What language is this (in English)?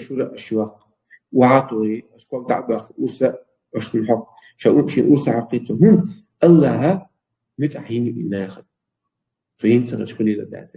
Chechen